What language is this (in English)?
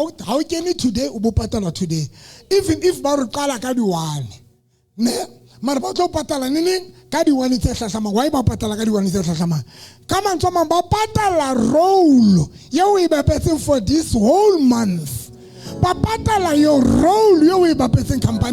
Southern Sotho